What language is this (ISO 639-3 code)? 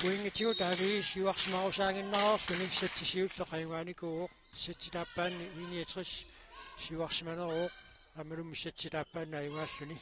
kal